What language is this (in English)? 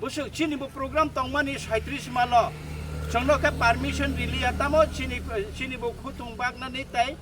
Kok Borok